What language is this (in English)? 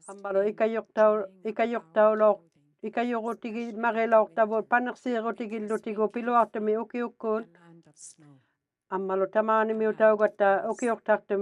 Inuktitut